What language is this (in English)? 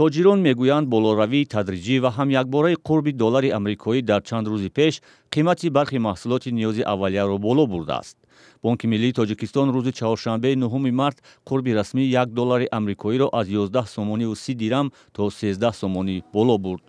Tajik